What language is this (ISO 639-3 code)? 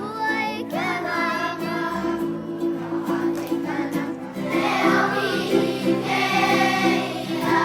haw